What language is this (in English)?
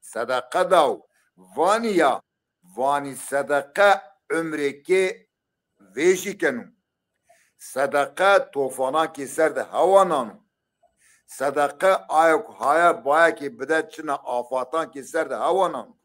Zaza